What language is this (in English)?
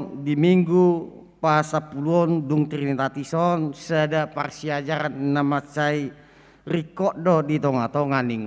Batak Toba